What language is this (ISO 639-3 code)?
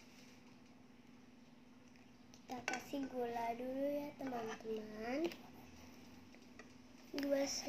ind